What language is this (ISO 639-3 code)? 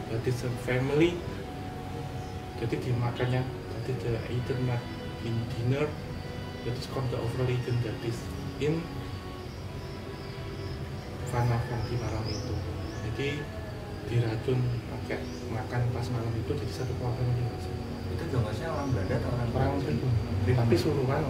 ind